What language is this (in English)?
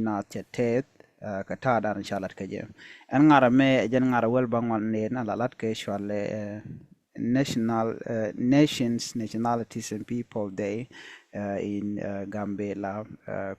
Nuer